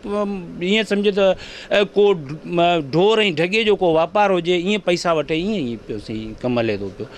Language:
Sindhi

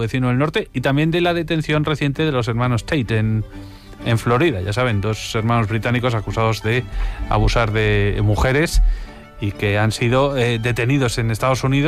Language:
Spanish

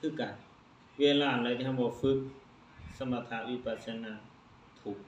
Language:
Lao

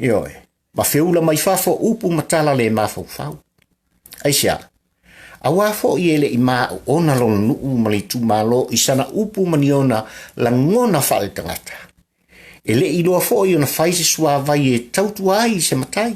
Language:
Samoan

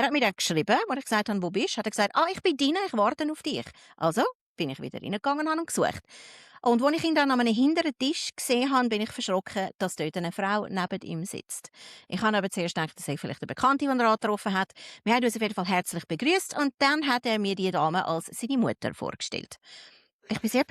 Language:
Swiss German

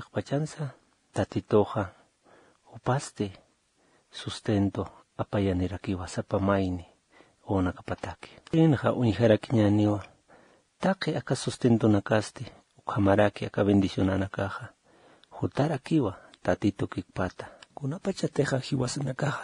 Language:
Aymara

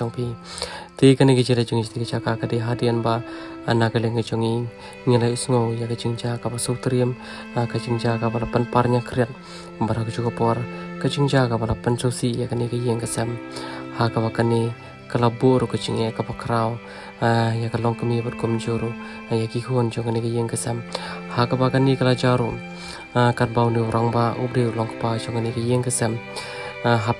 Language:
Khasi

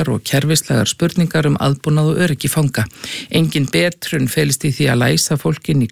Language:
Icelandic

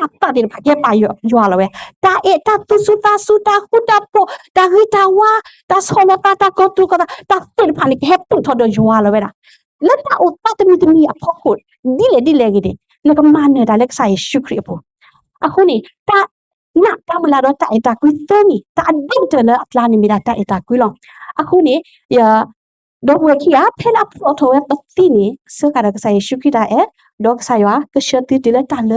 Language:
S'gaw Karen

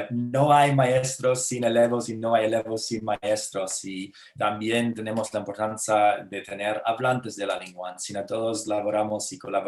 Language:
Ladino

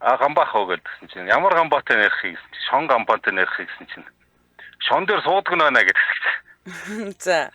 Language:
Mongolian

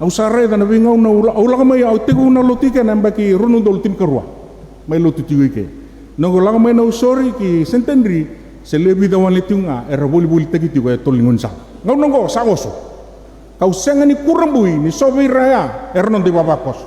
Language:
Fijian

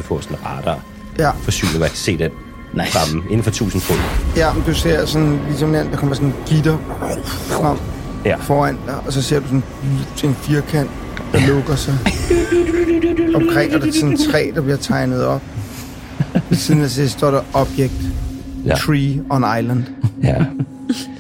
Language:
Danish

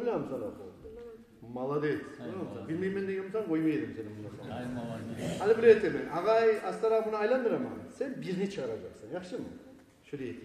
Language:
Kumyk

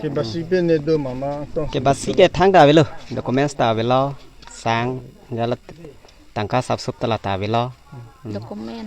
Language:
Karbi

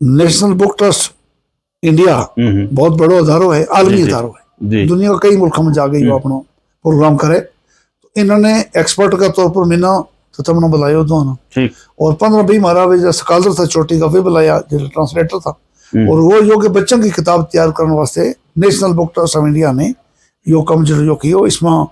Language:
Gujari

